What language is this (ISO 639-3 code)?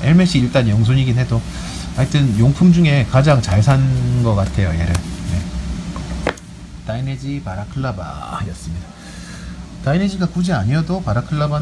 kor